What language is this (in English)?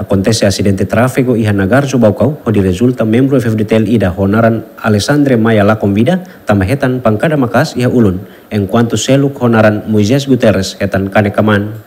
Tetum